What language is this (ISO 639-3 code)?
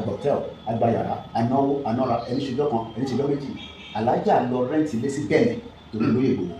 yor